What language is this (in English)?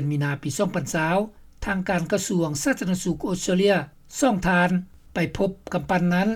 Lao